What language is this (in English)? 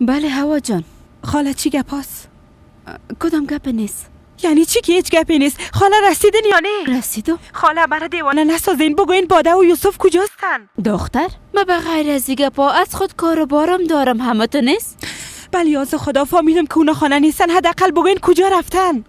Persian